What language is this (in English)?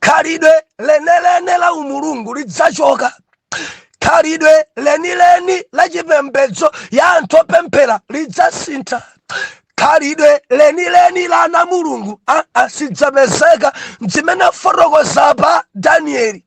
Nyanja